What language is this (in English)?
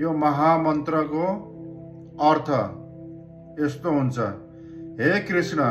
Nepali